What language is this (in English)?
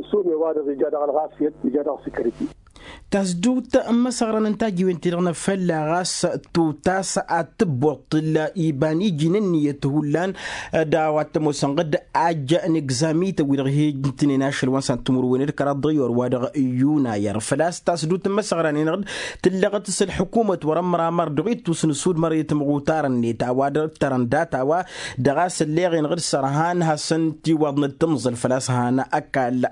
Tamasheq